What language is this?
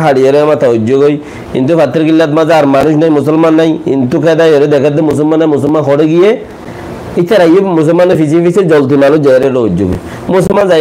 Rohingya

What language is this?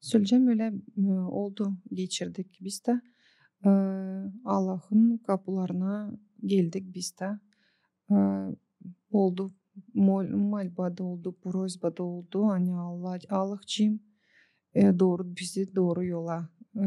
Gagauz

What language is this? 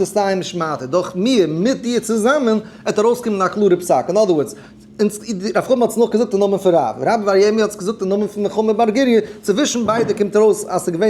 Yiddish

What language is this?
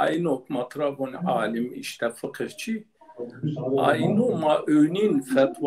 Zaza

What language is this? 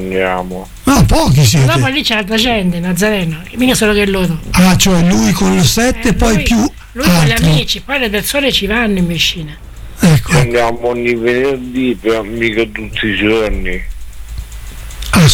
Italian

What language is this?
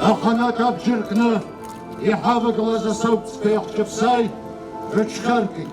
Abkhazian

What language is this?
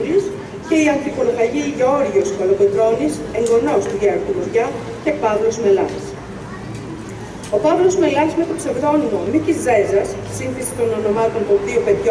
Greek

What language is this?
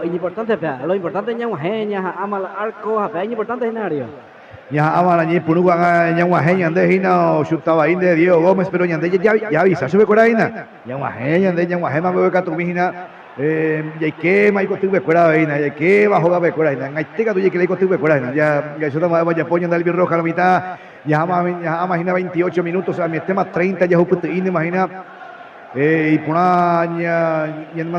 Guarani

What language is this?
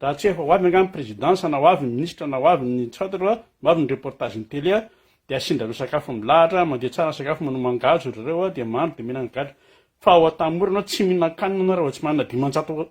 Malagasy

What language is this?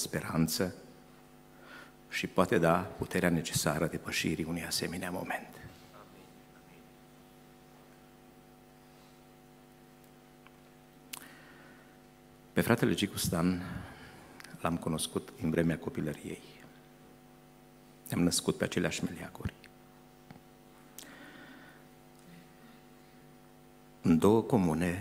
Romanian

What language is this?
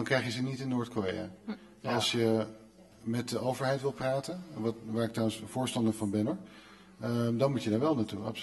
Dutch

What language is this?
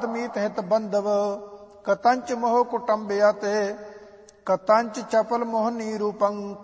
Punjabi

